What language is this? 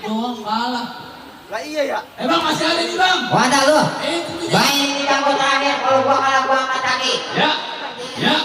Betawi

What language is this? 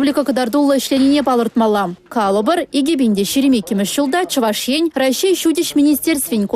Chuvash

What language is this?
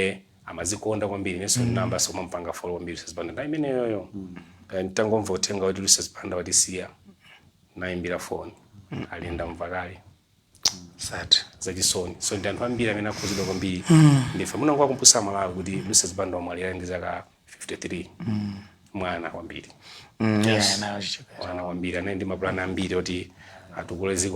Nyanja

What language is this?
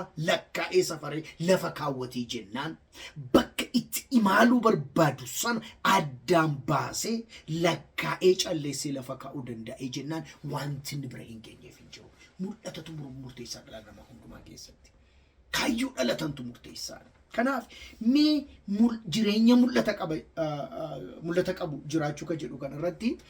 Oromo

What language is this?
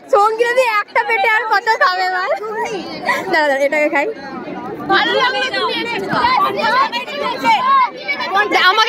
Bangla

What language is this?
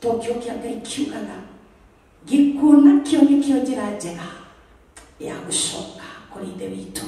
Kikuyu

